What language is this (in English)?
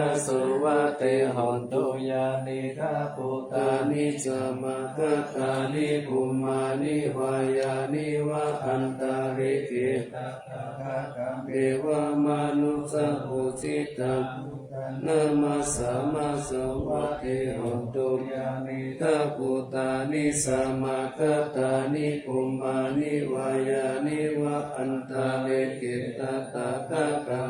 Pali